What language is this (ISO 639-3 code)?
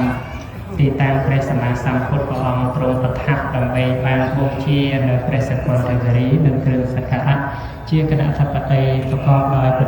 khm